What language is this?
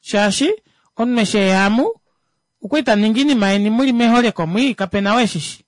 Kuanyama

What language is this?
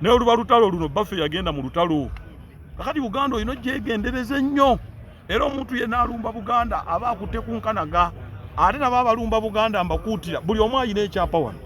Ganda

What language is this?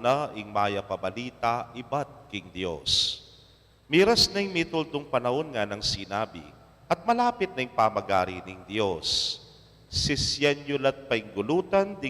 Pampanga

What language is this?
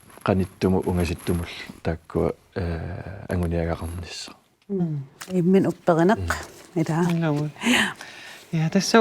Kalaallisut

